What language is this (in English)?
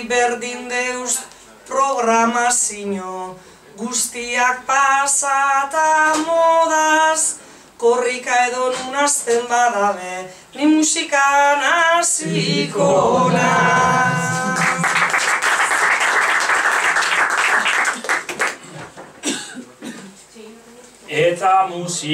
Basque